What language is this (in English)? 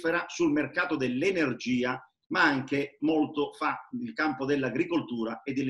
Italian